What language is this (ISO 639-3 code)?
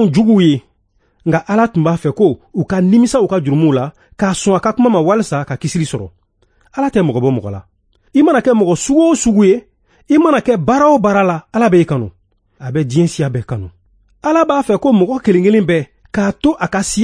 bam